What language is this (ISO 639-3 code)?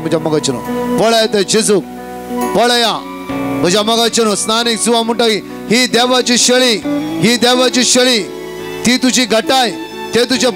kok